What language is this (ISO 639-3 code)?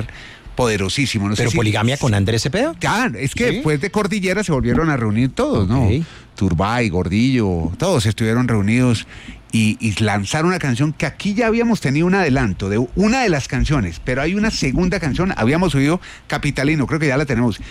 spa